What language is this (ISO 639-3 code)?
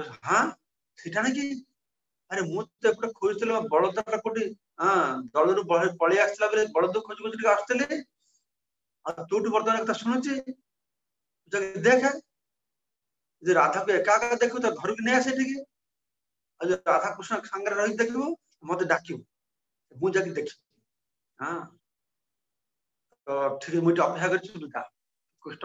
ori